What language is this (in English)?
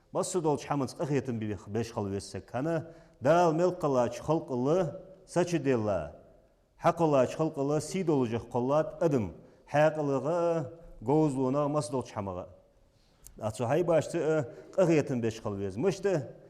Ingush